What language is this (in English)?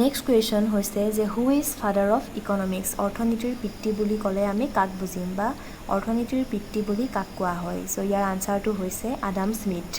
Assamese